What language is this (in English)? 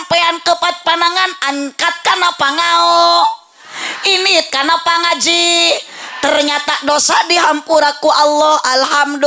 Sundanese